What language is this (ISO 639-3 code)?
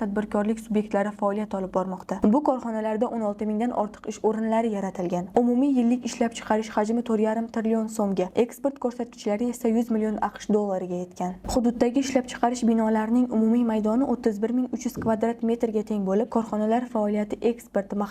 uzb